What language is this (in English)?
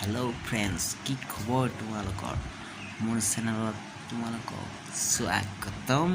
Assamese